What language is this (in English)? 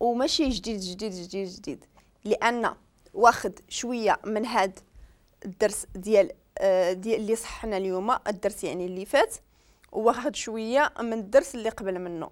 Moroccan Arabic